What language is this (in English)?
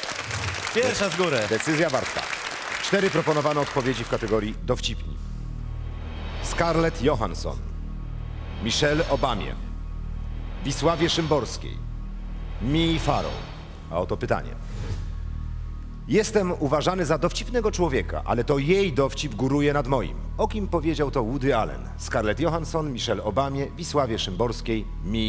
Polish